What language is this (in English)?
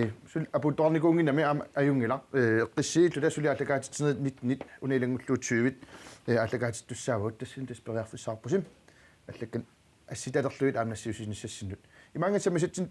Kalaallisut